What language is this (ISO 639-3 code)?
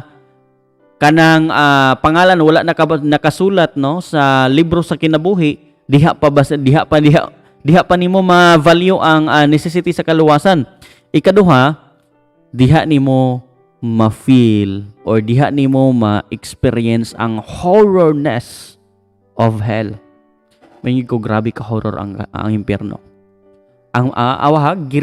ceb